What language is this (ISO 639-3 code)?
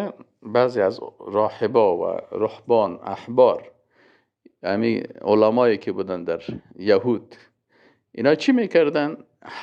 fas